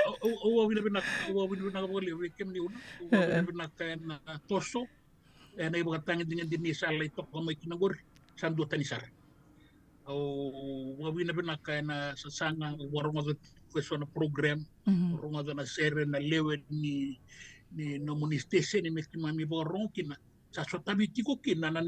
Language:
Fijian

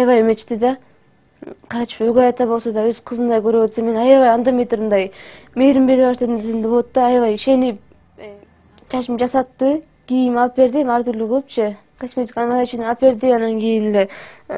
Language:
Kyrgyz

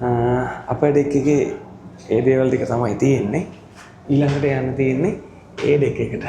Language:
Sinhala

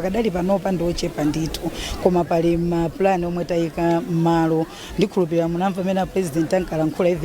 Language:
Nyanja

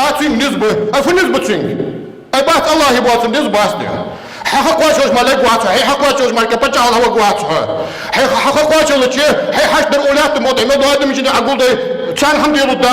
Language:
Ingush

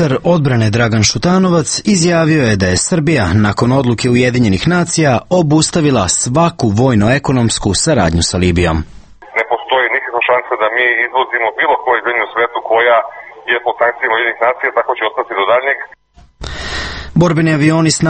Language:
Serbian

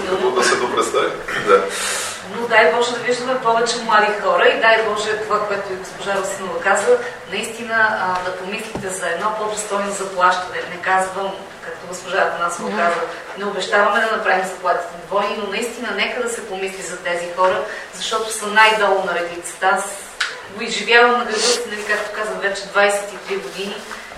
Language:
Bulgarian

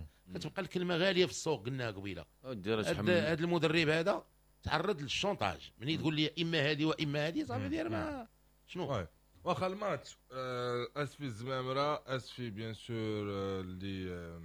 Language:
Moroccan Arabic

